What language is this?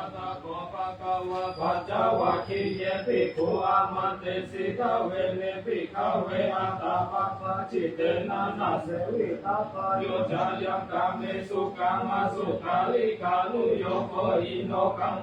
Pali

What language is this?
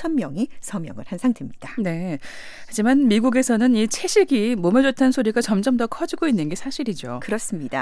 Korean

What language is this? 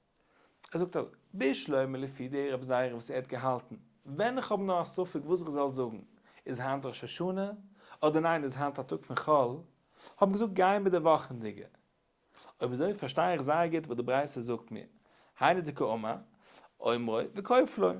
Yiddish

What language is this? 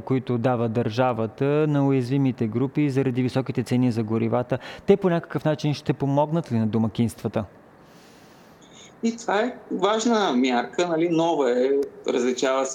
Bulgarian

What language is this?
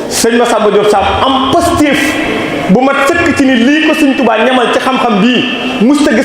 Wolof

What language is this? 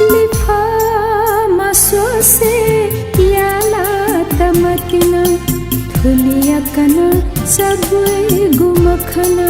Newari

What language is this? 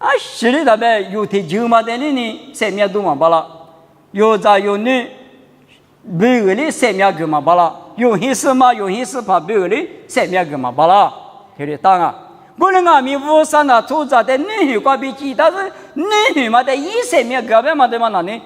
Lisu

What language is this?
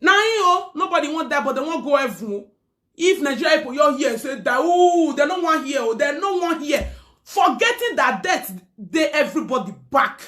Nigerian Pidgin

